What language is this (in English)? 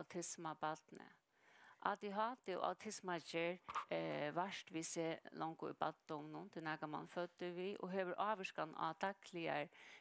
Faroese